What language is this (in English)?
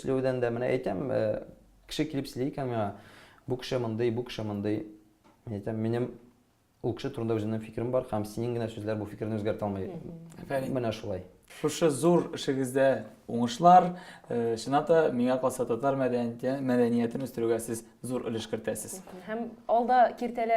Tatar